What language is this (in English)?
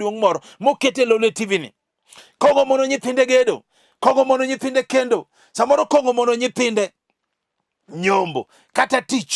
Luo (Kenya and Tanzania)